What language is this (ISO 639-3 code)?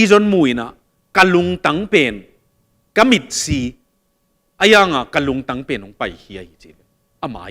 ctd